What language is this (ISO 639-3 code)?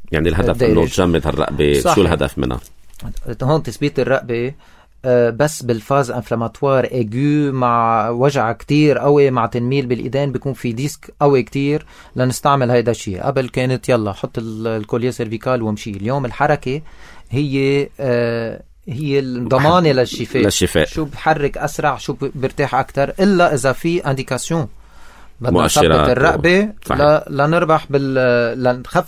apc